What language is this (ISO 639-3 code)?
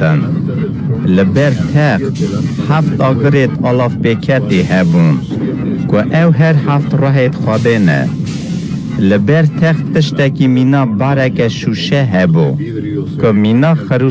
kur